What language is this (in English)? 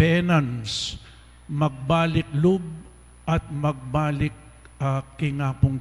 Pampanga